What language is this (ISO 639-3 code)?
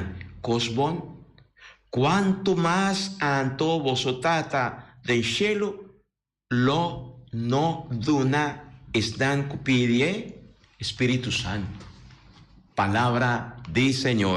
pap